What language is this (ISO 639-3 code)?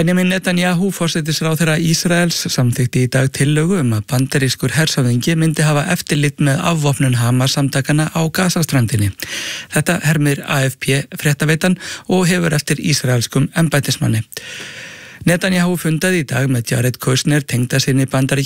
isl